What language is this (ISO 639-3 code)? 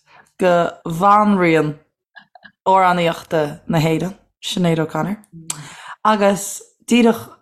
gle